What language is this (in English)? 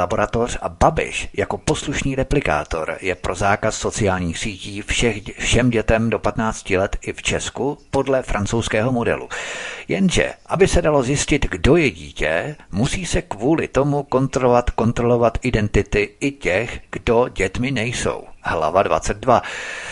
Czech